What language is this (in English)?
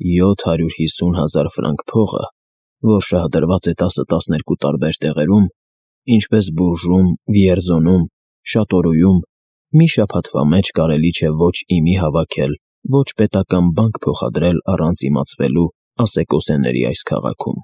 Armenian